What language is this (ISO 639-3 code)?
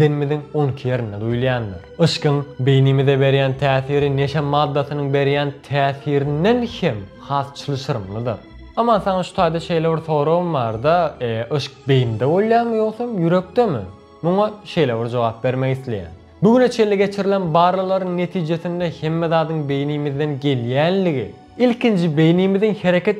tuk